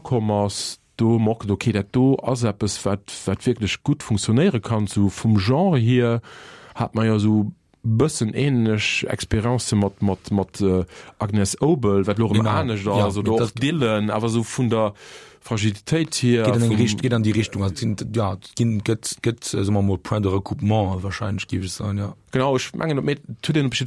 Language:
Luxembourgish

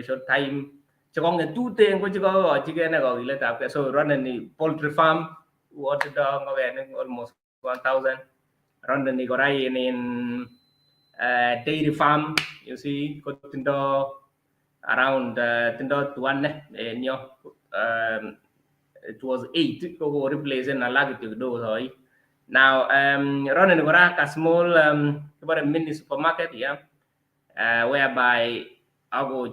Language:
Kalenjin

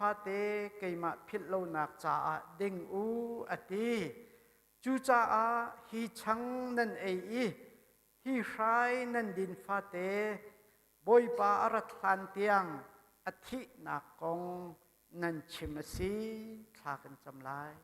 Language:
Hakha Chin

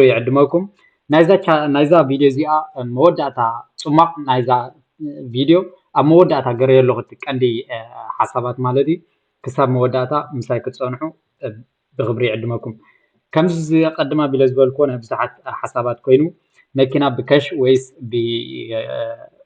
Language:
Tigrinya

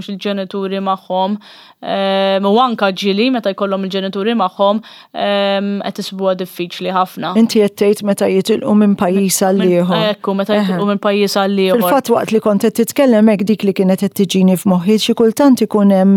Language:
Maltese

